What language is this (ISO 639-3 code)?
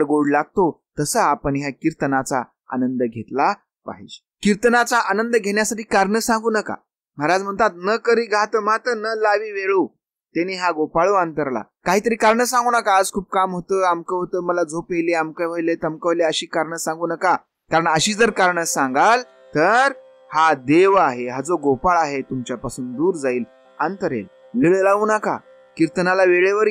mar